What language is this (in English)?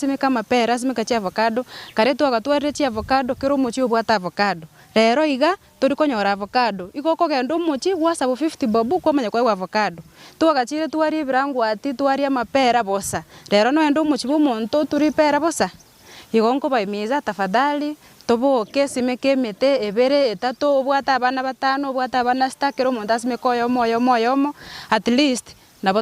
Gusii